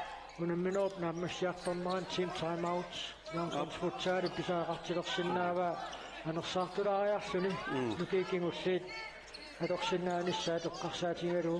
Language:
Kalaallisut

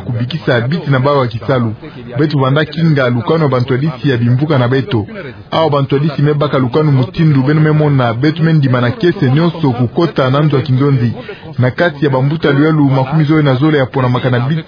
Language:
Kituba (Democratic Republic of Congo)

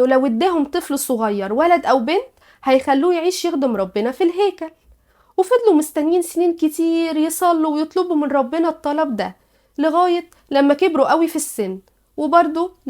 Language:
Egyptian Arabic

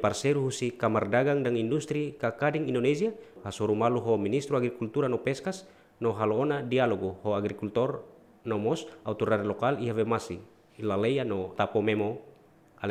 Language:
Tetum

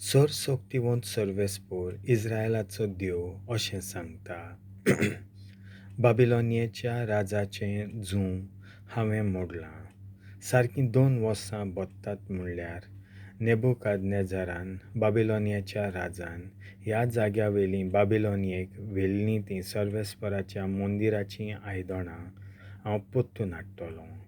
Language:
Konkani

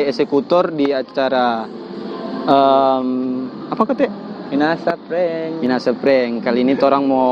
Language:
Manado Malay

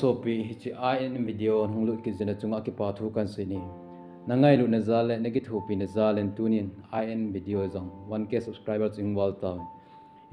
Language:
Thado Chin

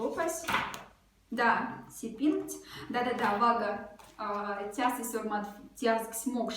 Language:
Moksha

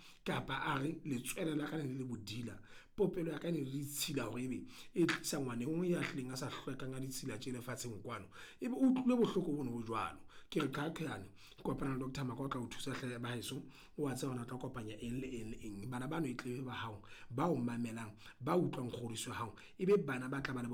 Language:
Southern Sotho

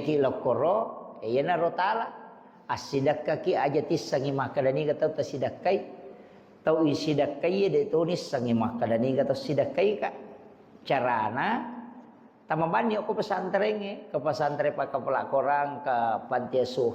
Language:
Buginese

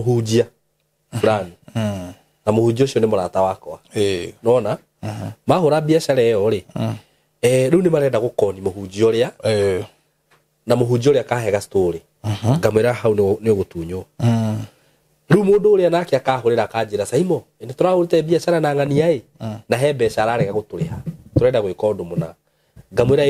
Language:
Kikuyu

